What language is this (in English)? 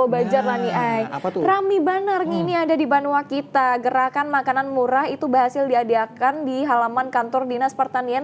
Banjar